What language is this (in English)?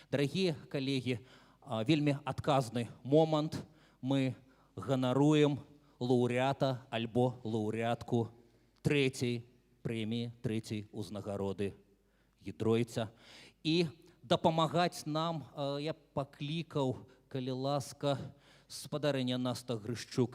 Belarusian